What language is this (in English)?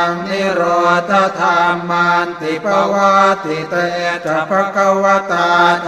Pali